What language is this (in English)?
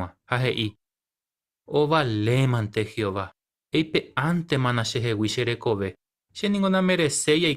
Guarani